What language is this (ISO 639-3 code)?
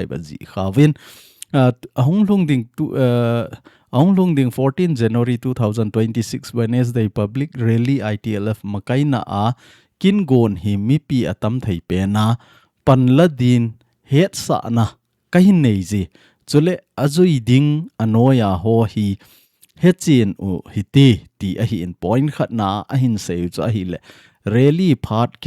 tcz